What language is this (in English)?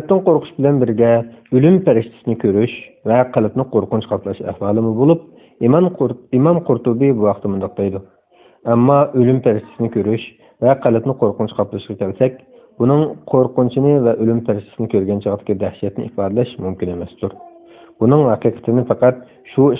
Uyghur